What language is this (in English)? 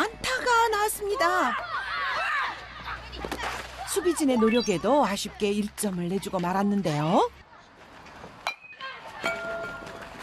Korean